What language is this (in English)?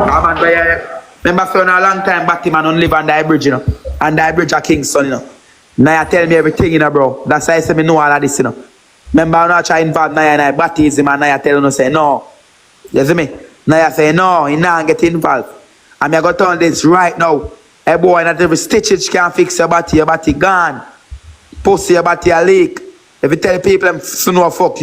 Jamaican Creole English